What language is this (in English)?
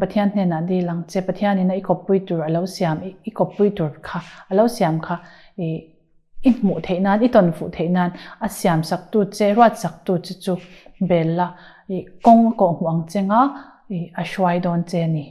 Mizo